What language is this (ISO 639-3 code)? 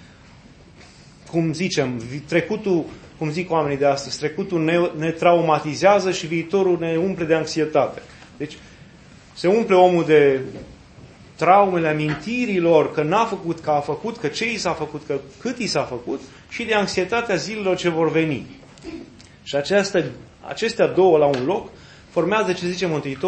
ron